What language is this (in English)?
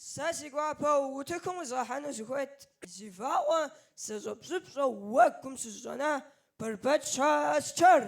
Kabardian